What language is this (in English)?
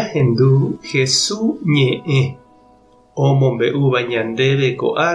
Guarani